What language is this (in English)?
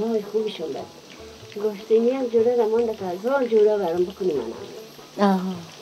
Persian